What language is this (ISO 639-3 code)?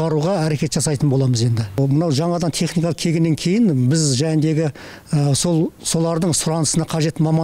kaz